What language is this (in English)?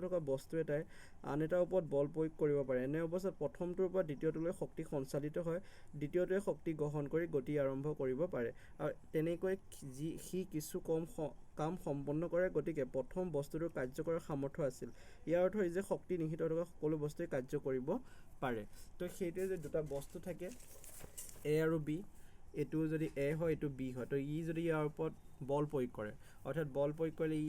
Assamese